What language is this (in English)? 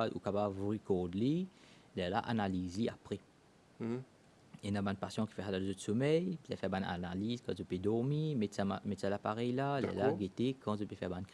Morisyen